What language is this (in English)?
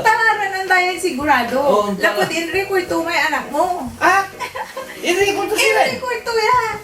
Pangasinan